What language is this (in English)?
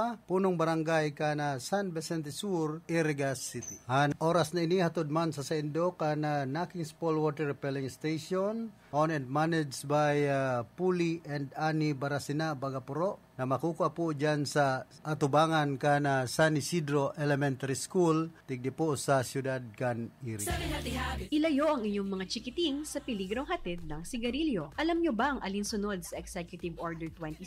Bikol